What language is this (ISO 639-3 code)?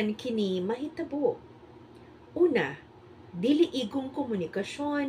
ceb